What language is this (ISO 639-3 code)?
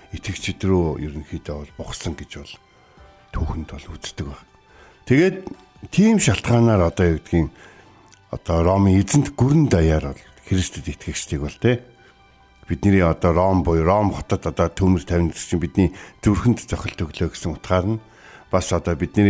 mon